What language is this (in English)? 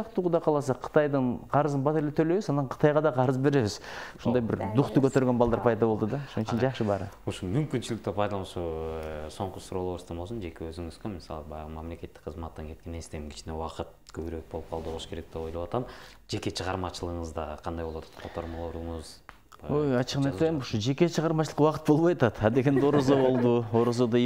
Kyrgyz